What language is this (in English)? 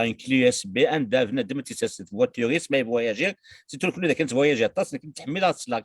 Kabyle